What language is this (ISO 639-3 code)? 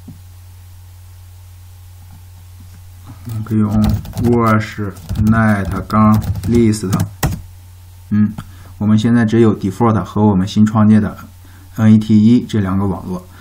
zho